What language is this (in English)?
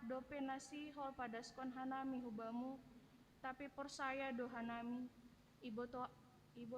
Batak Simalungun